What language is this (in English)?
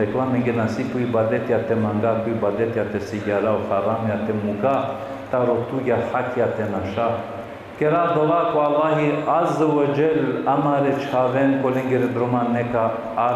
Balkan Romani